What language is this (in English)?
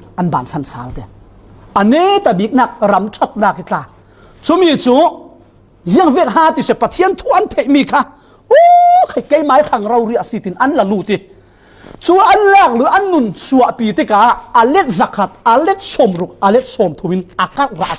Falam Chin